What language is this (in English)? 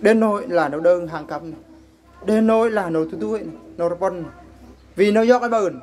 Eastern Bru